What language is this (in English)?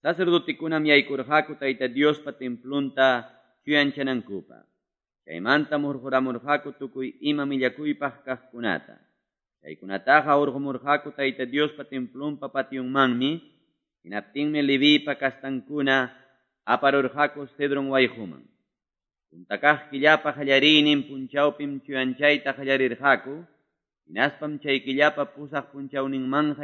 Quechua